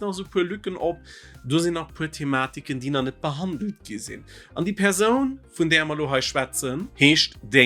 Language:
Luxembourgish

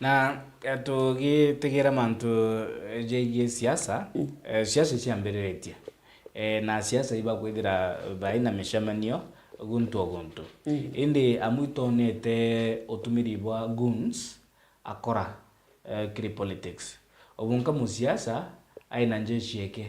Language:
Meru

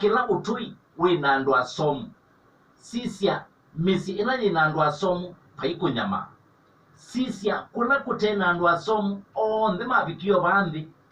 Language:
Kamba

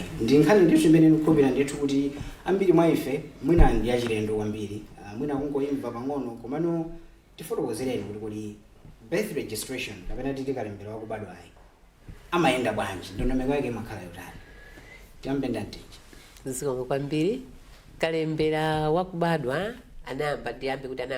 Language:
Nyanja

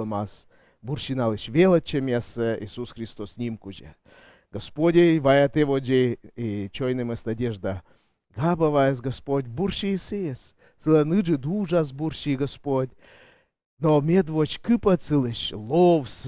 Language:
Komi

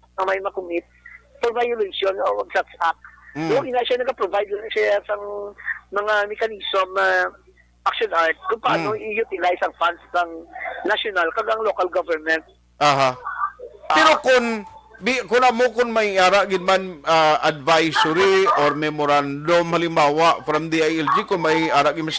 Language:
Hiligaynon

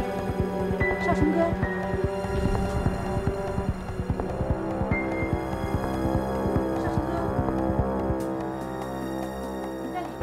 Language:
Chinese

